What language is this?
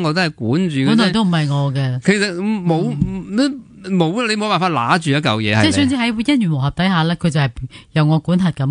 Cantonese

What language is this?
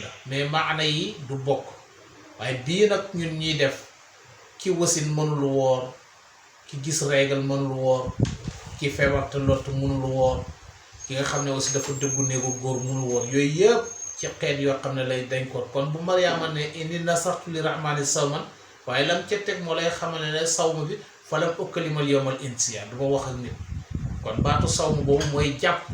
Wolof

